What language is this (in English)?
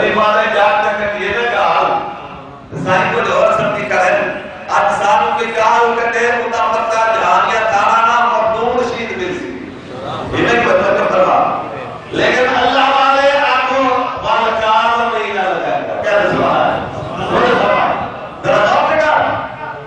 Saraiki